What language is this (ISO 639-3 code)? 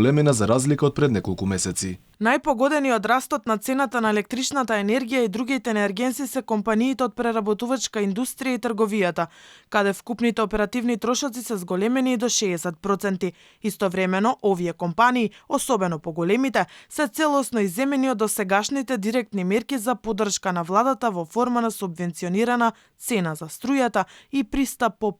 mkd